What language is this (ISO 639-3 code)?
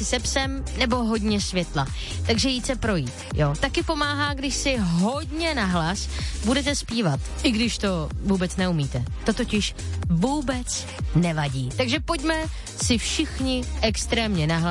ces